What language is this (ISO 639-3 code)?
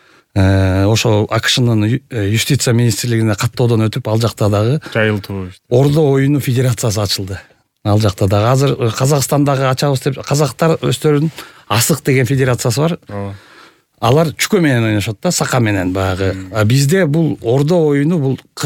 kir